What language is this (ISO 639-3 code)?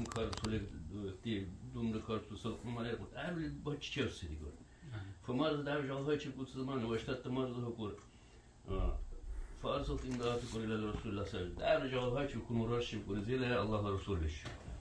dar